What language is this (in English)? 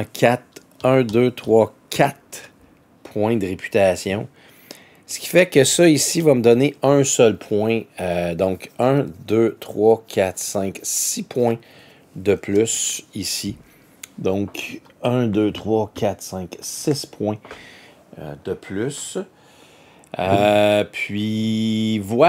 French